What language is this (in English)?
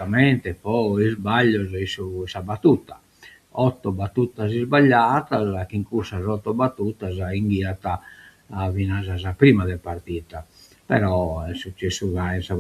Sardinian